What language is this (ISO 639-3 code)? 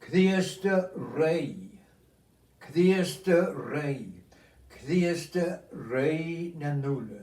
gla